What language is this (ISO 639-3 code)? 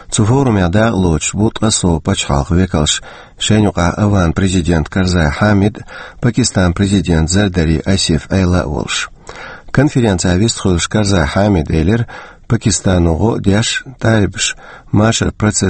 che